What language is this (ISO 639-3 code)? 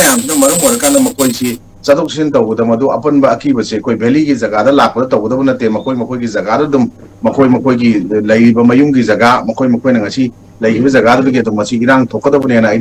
mni